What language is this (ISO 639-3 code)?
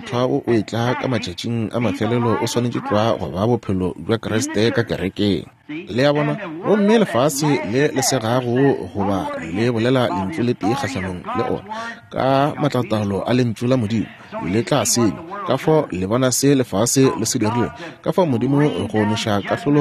nso